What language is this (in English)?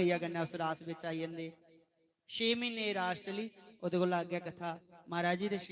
Dogri